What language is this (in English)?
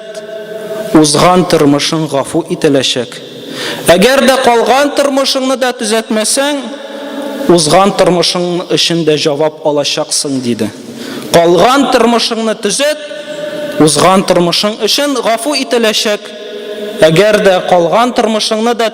Tatar